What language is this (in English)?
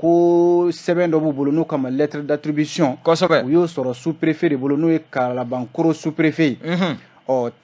Bambara